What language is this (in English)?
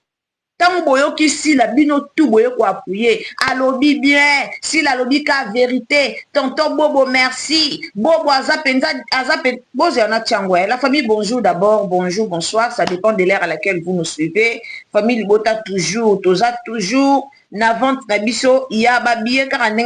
Lingala